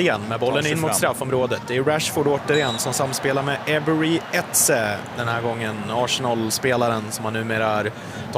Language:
Swedish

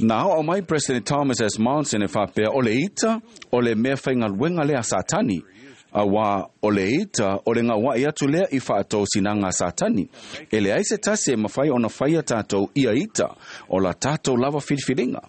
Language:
Samoan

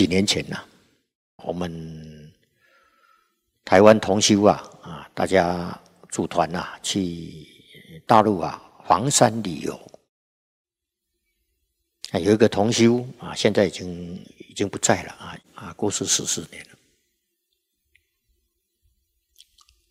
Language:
Chinese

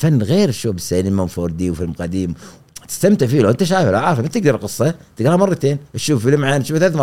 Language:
Gulf Arabic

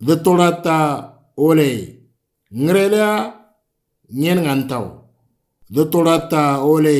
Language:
Moro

